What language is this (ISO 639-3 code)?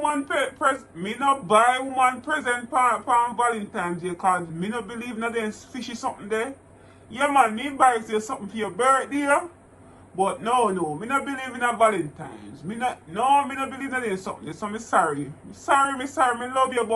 jam